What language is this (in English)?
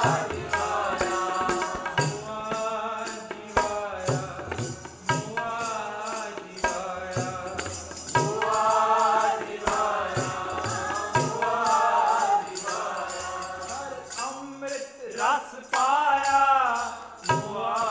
Punjabi